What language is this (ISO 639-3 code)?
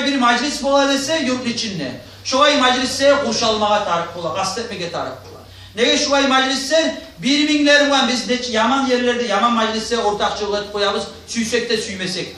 kum